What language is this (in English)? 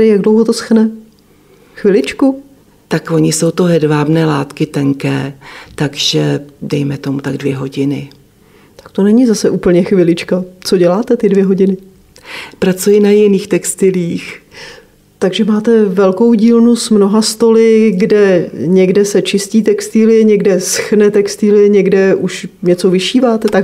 Czech